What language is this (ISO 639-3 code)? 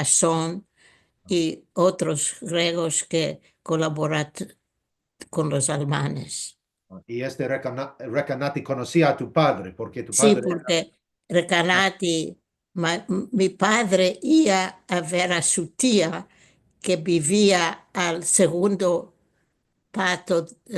lad